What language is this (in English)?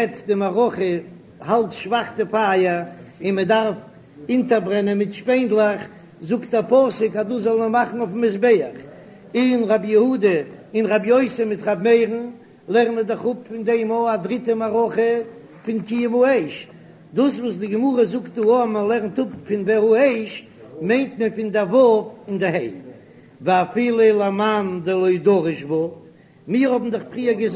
Yiddish